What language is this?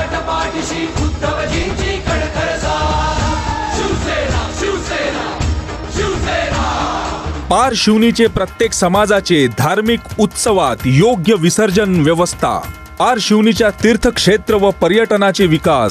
Marathi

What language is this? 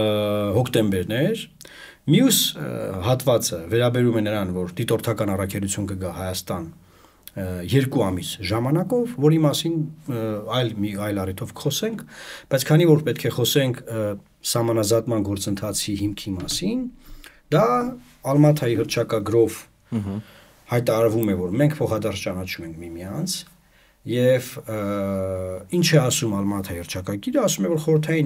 Armenian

